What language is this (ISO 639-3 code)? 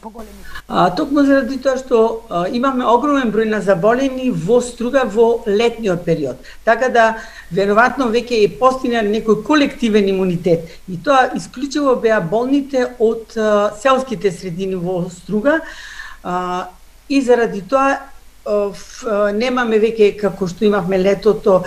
mkd